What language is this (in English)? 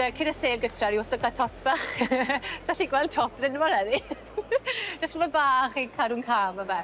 Welsh